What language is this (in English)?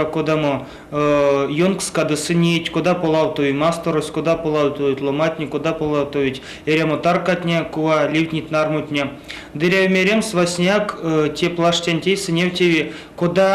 Erzya